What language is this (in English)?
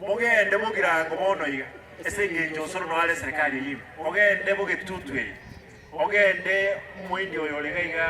Gusii